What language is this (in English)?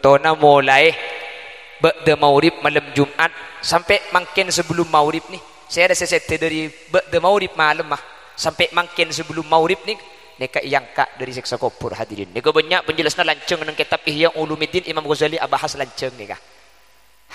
Madurese